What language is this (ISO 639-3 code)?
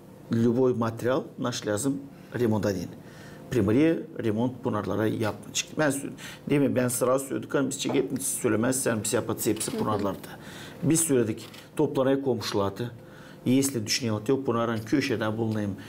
gag